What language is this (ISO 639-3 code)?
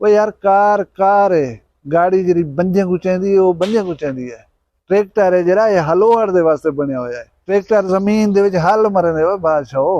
skr